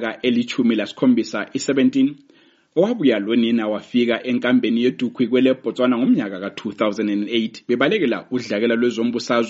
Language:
North Ndebele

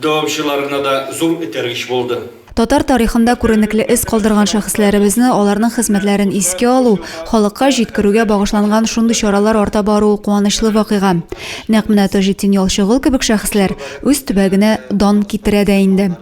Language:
Tatar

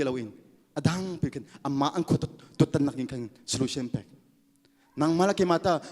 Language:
Hakha Chin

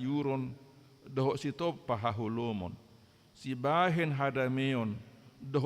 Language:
Batak Toba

